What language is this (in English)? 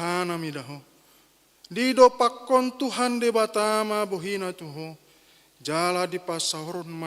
Batak Toba